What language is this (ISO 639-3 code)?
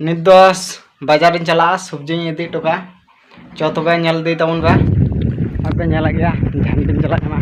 sat